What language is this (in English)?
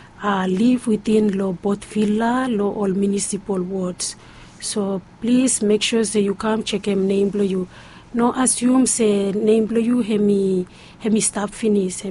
Bislama